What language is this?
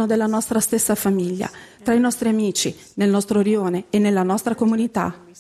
Italian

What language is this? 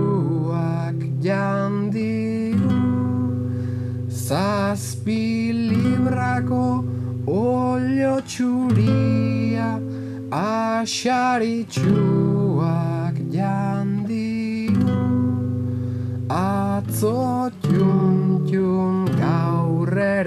Basque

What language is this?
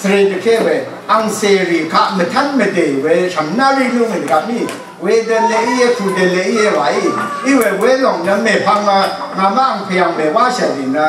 Rawang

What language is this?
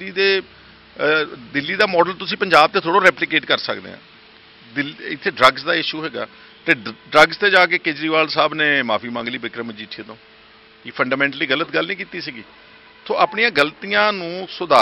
Punjabi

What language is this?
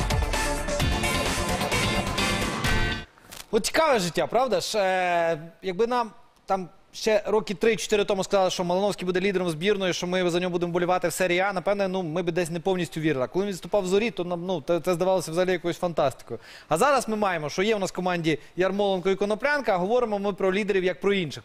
Ukrainian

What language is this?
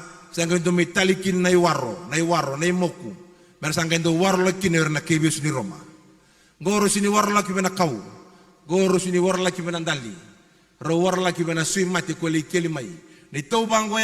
Fijian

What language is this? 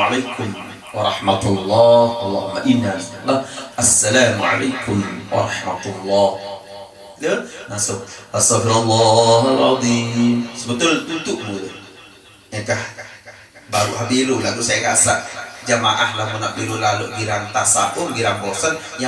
Sasak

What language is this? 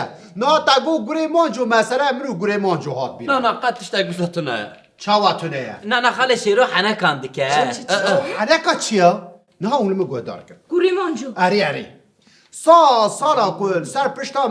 Kurdish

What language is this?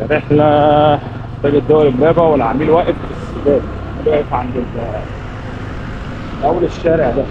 Egyptian Arabic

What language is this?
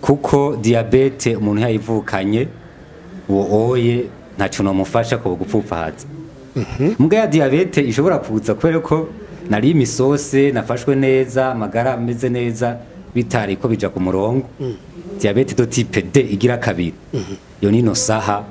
Rundi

